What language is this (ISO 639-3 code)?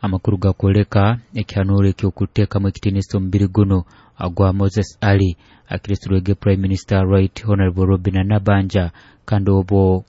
nyo